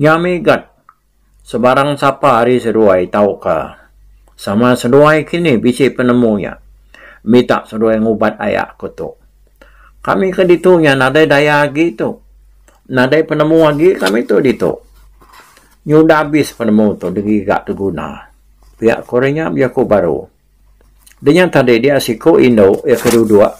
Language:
Iban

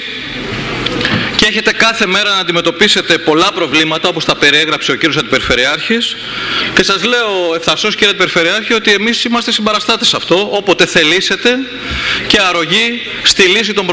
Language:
Greek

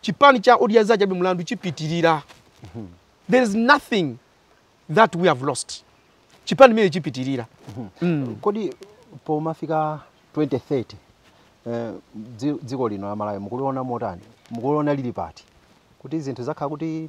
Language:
Nyanja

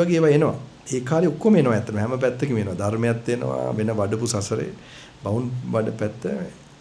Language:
Sinhala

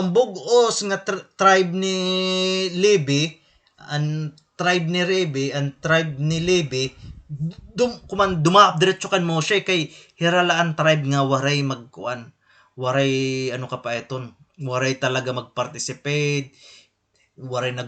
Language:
Waray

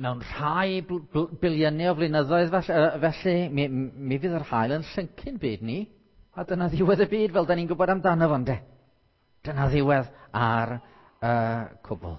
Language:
Welsh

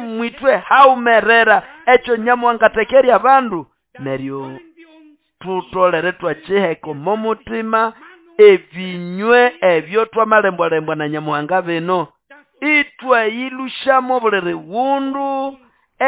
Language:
Nande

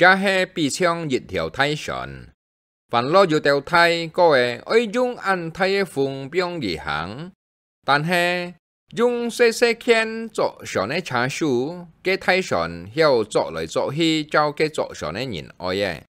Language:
Hakka Chinese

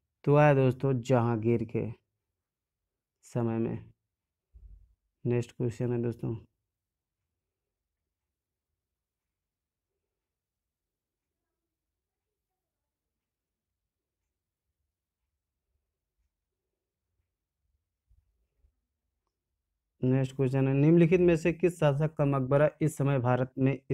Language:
Hindi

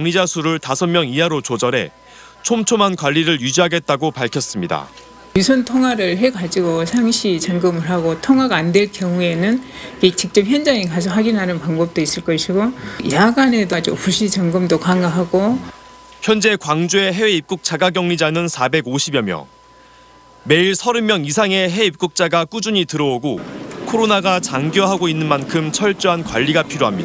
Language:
Korean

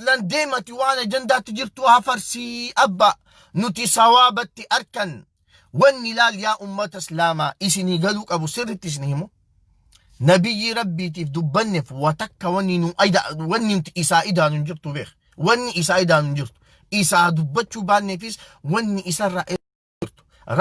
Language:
Oromo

